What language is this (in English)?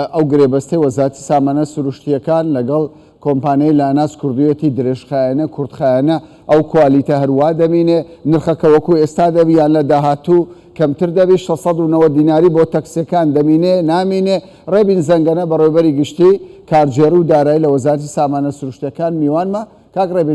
Central Kurdish